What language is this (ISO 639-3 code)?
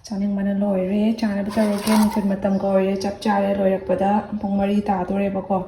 mni